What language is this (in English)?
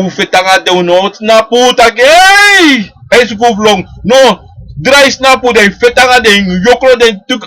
Sranan Tongo